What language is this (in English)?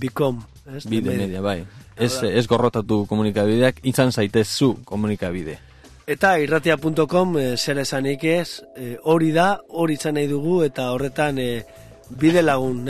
Basque